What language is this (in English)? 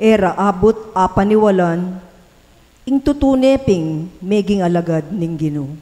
Pampanga